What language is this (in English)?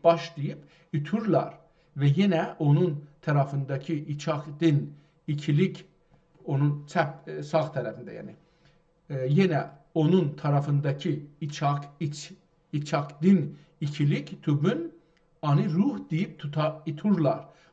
South Azerbaijani